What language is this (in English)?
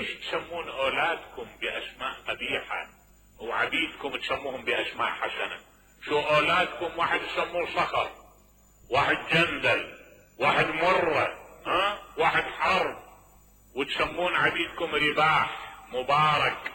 Mesopotamian Arabic